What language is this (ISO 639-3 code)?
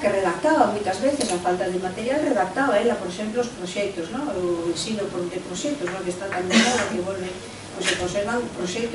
glg